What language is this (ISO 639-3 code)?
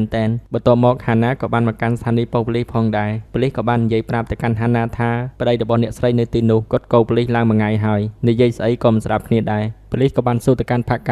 khm